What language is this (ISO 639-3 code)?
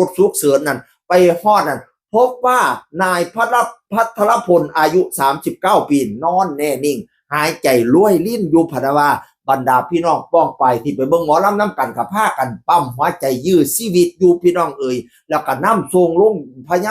tts